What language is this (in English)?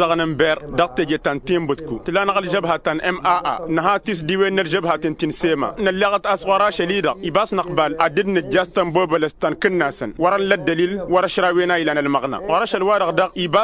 Tamasheq